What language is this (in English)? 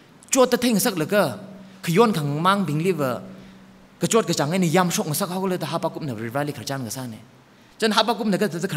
Tangkhul Naga (India)